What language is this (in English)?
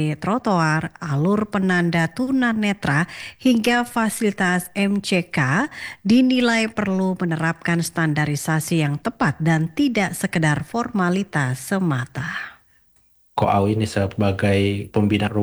Indonesian